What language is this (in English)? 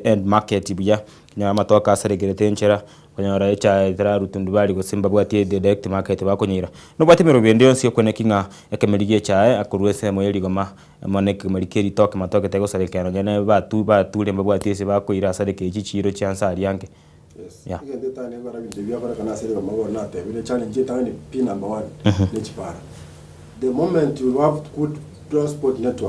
Gusii